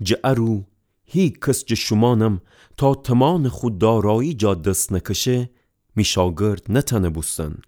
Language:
Gilaki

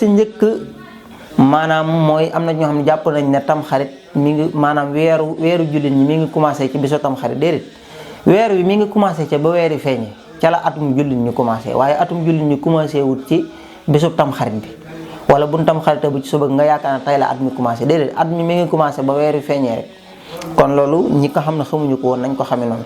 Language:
Wolof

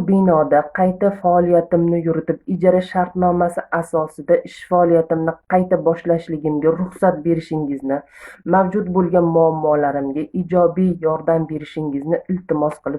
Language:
Uzbek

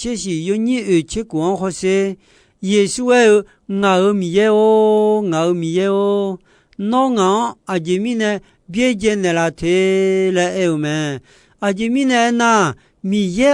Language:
Akha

